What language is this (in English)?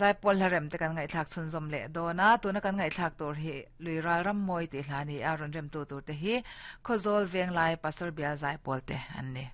Mizo